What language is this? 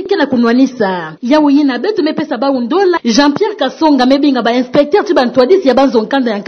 Kituba (Democratic Republic of Congo)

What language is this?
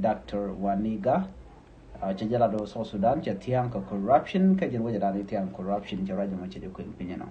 Nuer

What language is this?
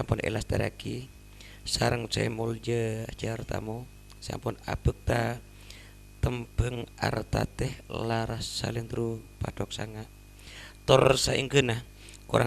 Madurese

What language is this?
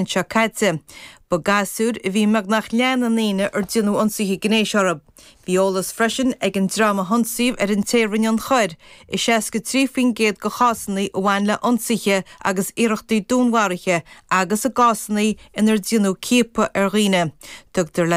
Irish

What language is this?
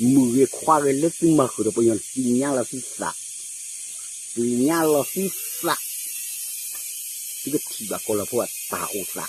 S'gaw Karen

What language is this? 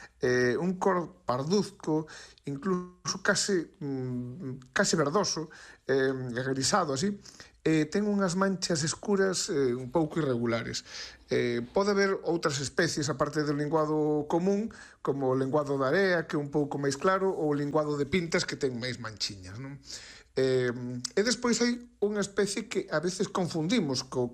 Galician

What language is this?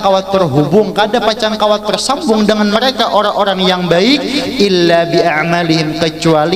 Banjar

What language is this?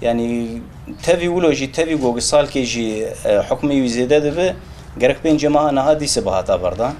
Kurdish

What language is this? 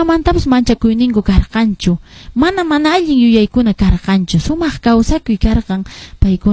Quechua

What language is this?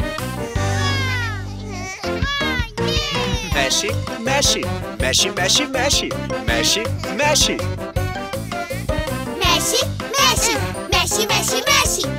Portuguese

